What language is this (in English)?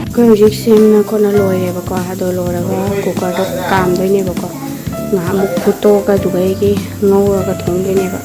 Manipuri